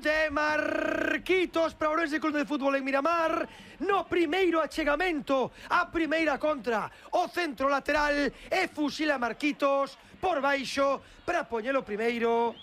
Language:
Galician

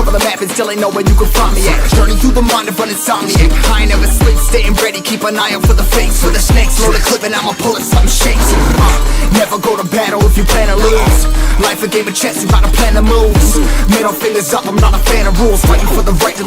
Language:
Kara-Kalpak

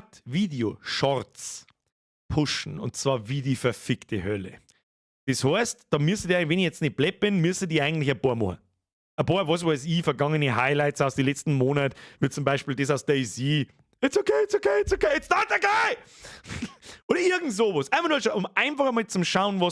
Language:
Bavarian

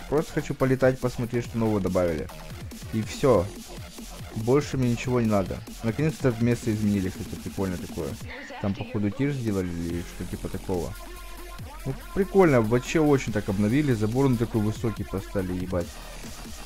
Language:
Russian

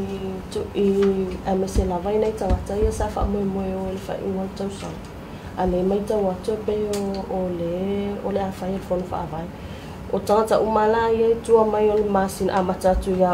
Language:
Samoan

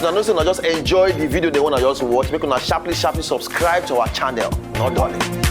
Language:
Nigerian Pidgin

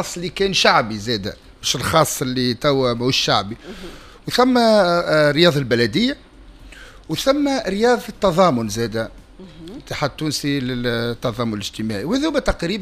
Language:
Tunisian Arabic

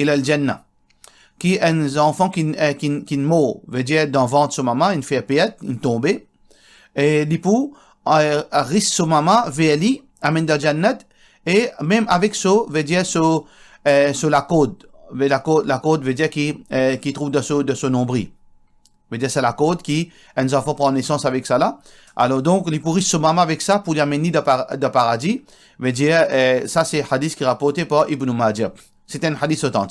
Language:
Morisyen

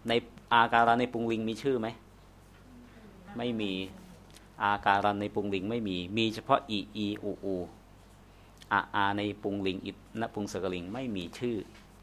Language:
Thai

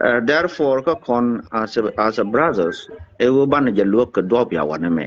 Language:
Nuer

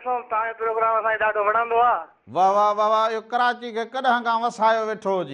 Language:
Sindhi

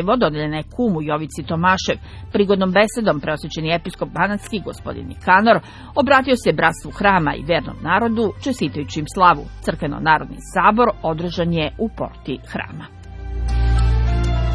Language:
Serbian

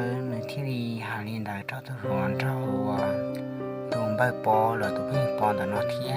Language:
Hmong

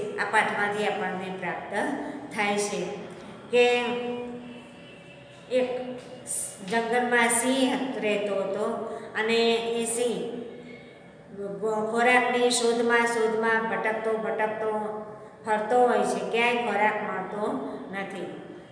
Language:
Gujarati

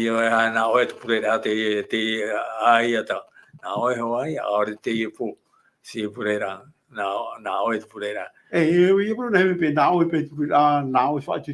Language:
Tahitian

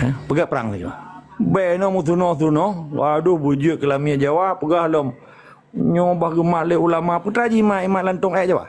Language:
Achinese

